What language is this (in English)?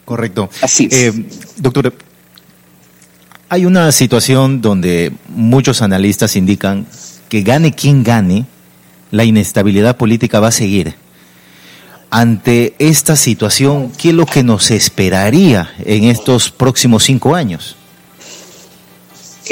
Spanish